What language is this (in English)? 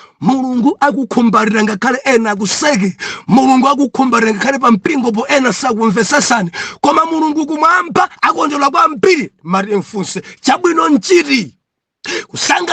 Nyanja